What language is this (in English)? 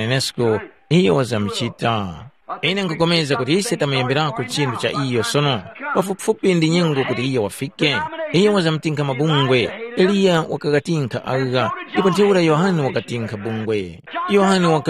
Tumbuka